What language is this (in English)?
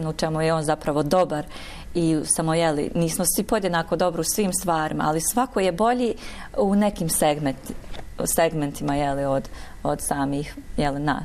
Bosnian